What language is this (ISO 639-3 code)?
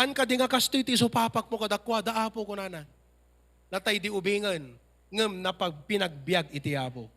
ilo